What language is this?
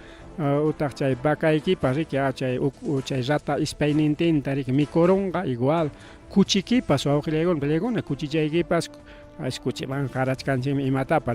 Ayacucho Quechua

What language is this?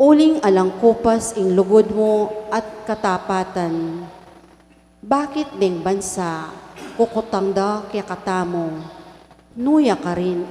Pampanga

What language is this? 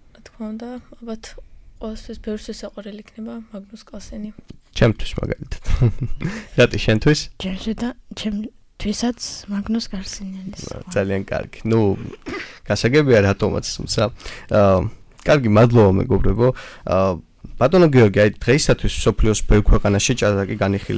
Georgian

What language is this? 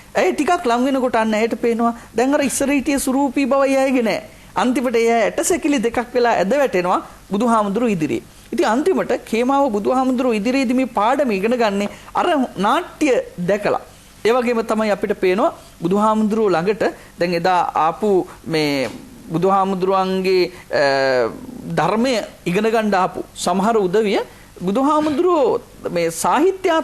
Sinhala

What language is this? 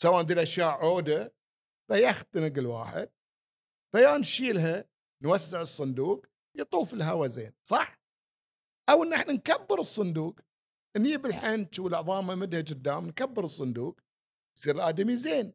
Gulf Arabic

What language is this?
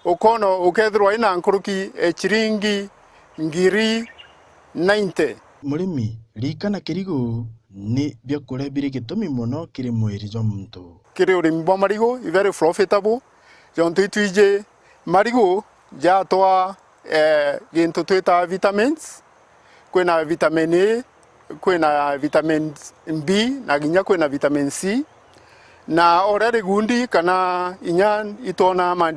Meru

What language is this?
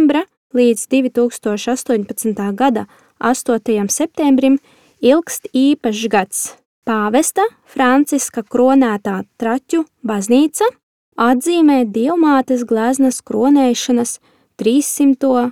Latvian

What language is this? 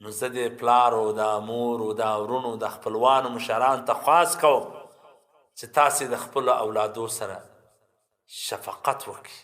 Pashto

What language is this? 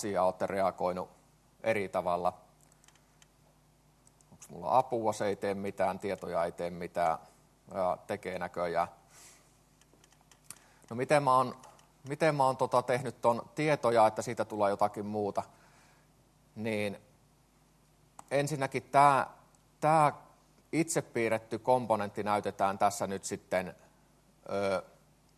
Finnish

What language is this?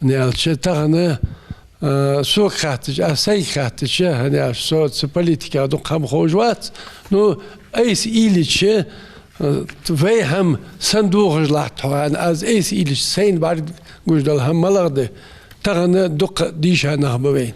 Ingush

